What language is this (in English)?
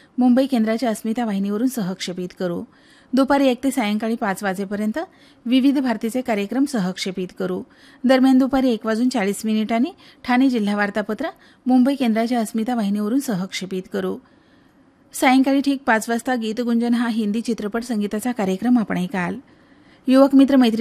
Marathi